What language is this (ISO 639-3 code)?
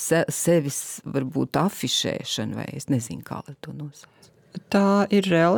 lav